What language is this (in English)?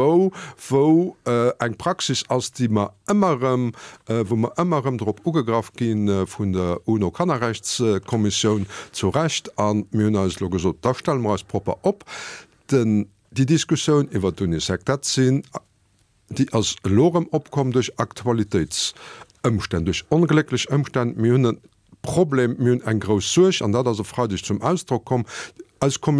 Luxembourgish